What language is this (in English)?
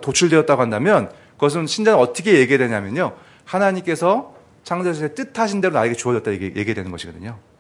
Korean